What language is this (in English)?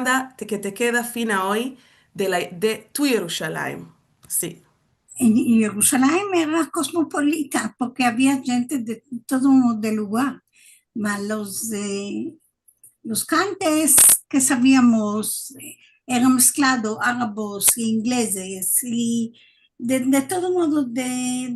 Ladino